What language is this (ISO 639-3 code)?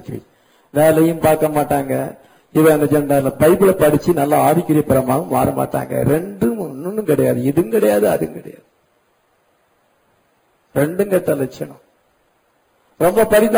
tam